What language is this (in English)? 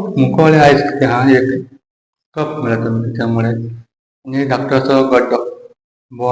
Konkani